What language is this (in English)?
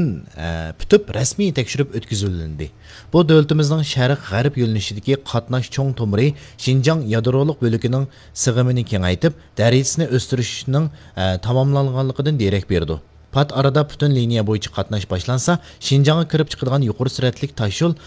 Uyghur